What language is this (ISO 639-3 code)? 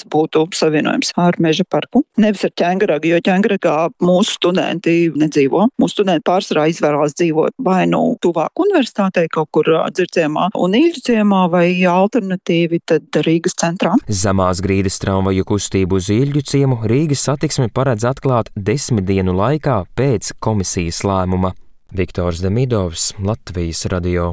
lav